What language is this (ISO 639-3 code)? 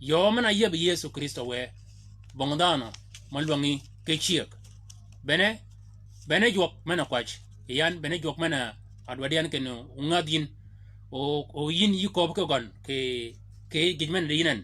shk